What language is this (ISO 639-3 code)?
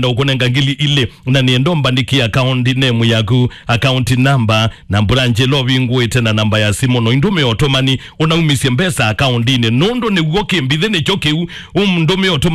kam